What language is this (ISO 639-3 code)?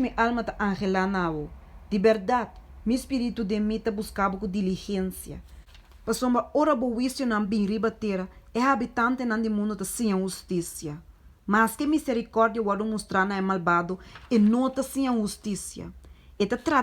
pap